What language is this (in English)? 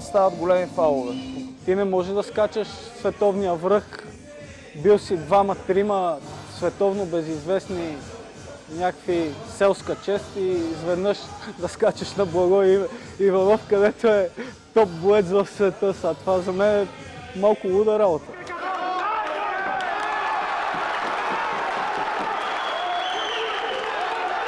Bulgarian